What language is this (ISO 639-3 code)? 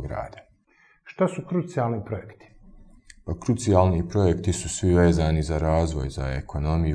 bos